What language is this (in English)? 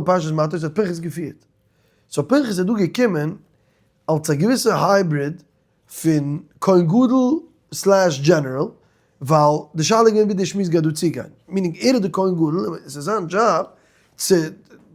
Yiddish